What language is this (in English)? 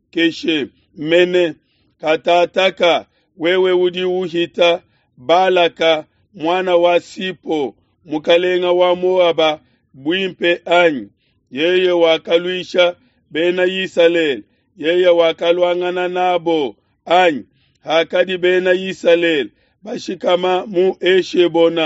Luba-Lulua